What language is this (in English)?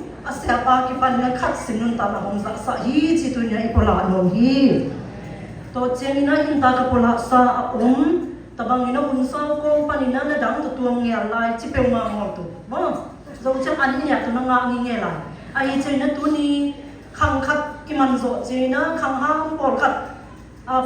Siyin Chin